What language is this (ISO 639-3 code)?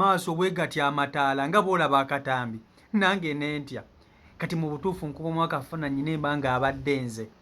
lug